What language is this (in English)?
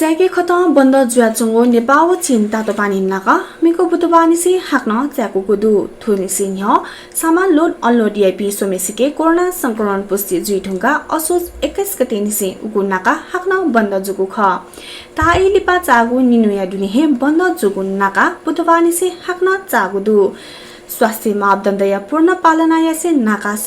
Newari